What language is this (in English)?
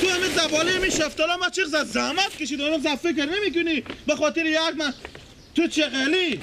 Persian